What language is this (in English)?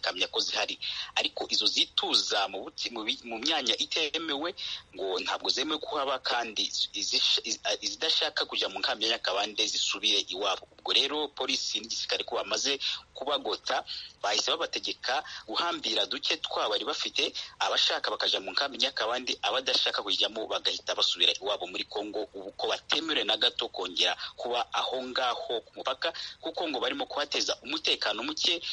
Kinyarwanda